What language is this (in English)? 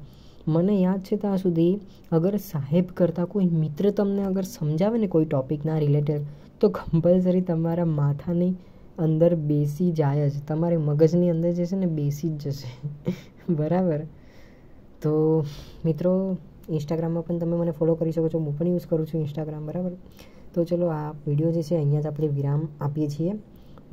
Gujarati